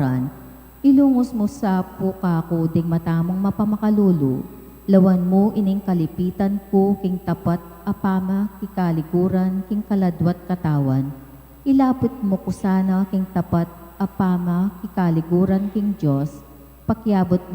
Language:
Pampanga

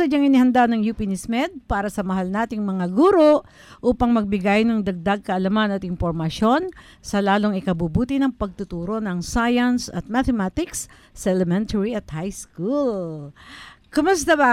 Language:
Filipino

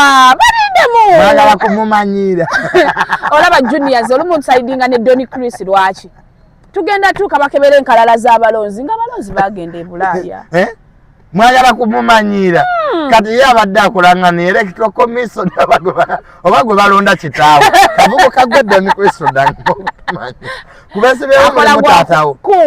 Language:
Ganda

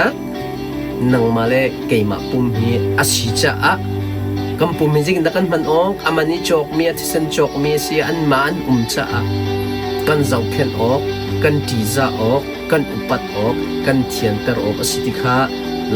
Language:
Hakha Chin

